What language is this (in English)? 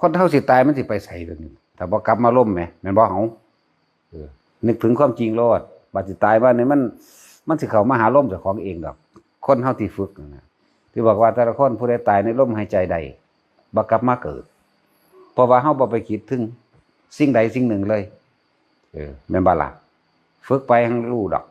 Northeastern Thai